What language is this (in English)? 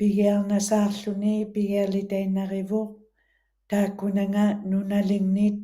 Western Canadian Inuktitut